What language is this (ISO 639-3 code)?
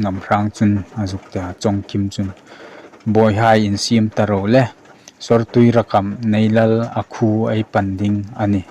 hmr